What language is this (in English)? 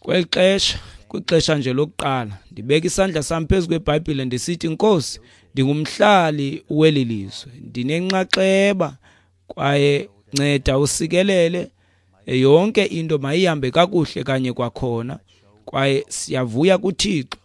Xhosa